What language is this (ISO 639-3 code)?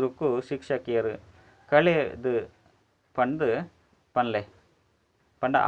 tcy